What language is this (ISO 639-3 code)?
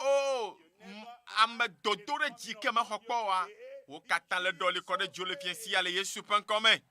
ewe